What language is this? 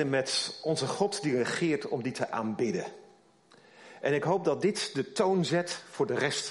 Dutch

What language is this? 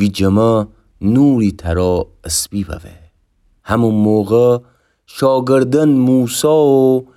Gilaki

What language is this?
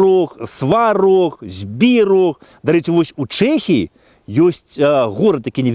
Belarusian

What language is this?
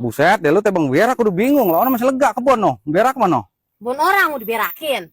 Betawi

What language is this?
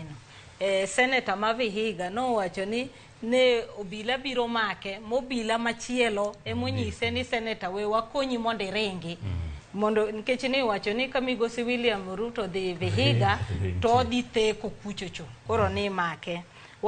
Luo (Kenya and Tanzania)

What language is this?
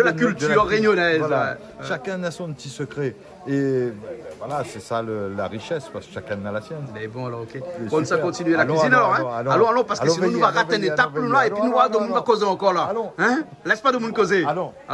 Réunion Creole French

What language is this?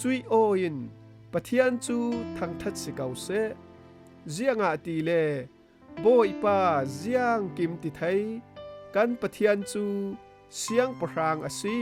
Falam Chin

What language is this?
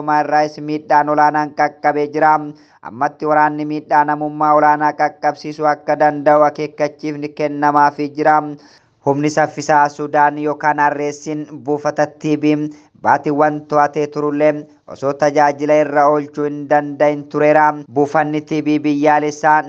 Oromo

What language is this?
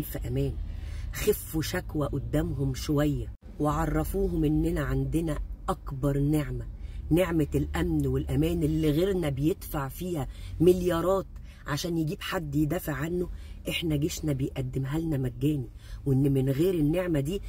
Egyptian Arabic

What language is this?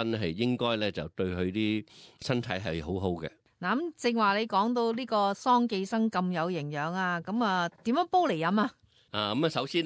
Cantonese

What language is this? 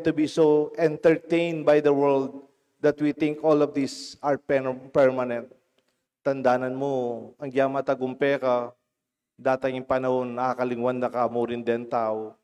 Pampanga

